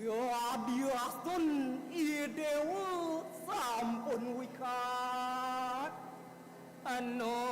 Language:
Balinese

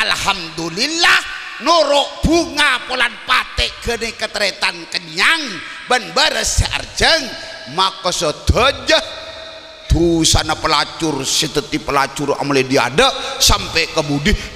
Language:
Madurese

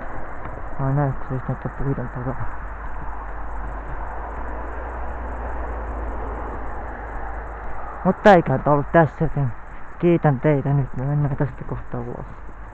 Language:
Finnish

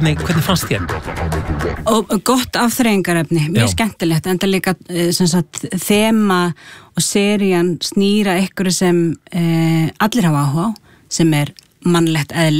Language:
Icelandic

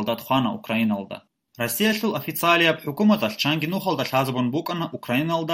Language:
Avaric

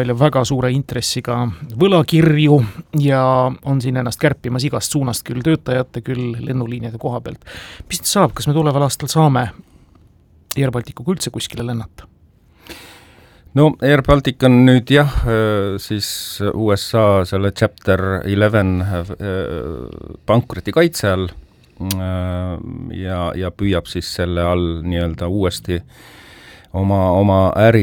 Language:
Estonian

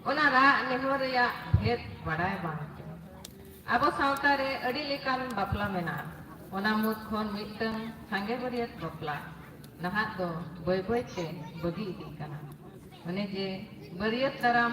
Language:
Santali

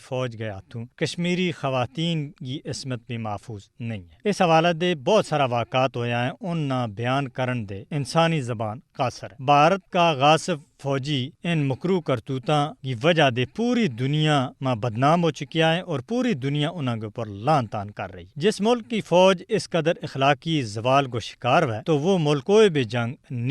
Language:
Gujari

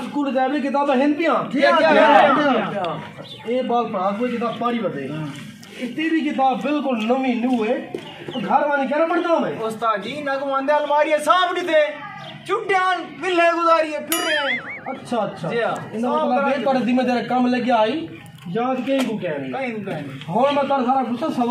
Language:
Saraiki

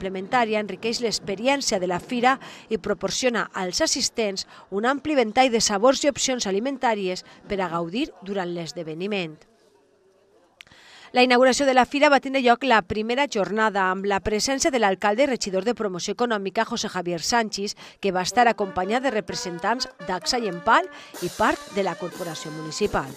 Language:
Catalan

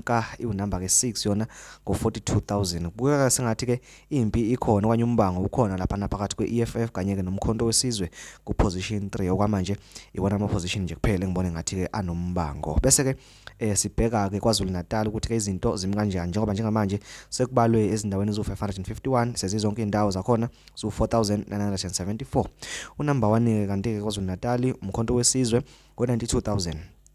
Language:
Zulu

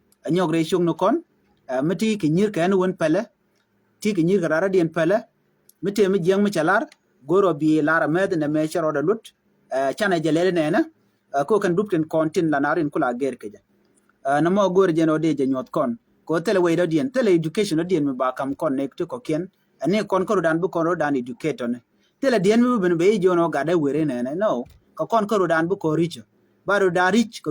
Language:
Nuer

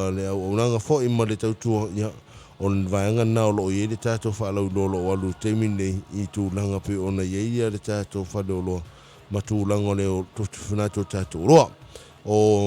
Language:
Samoan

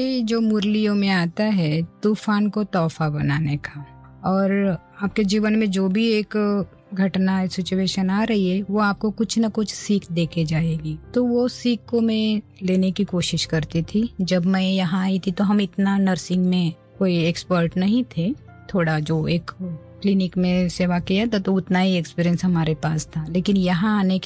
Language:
Hindi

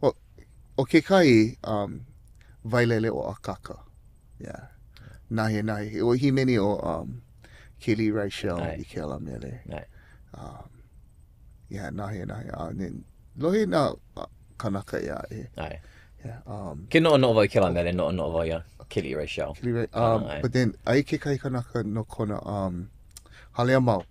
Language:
Hawaiian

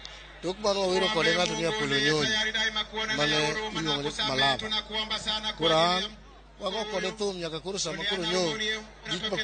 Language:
Luo (Kenya and Tanzania)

